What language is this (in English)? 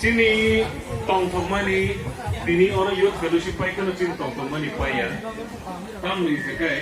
Kok Borok